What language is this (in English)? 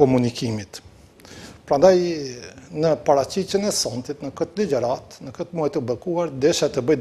Albanian